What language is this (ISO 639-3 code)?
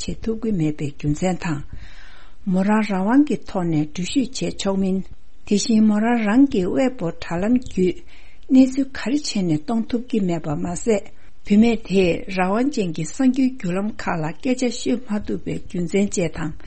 bod